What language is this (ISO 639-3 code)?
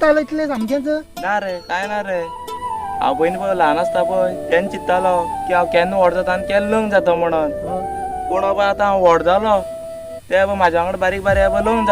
kok